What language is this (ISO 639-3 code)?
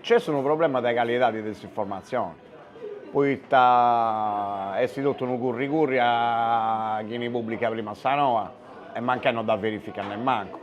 srd